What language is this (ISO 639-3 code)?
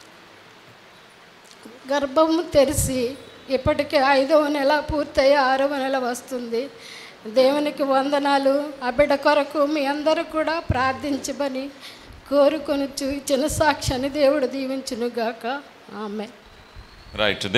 tel